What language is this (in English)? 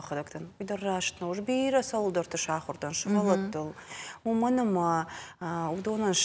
Ossetic